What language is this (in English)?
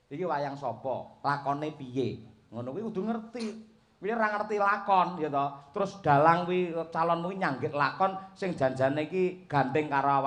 Javanese